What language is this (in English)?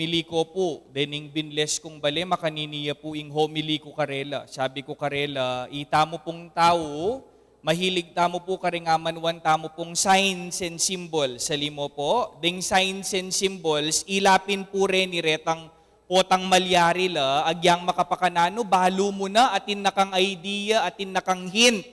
Pampanga